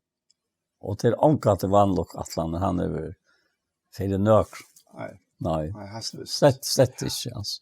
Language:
Faroese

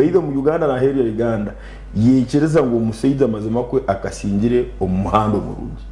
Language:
Nyankole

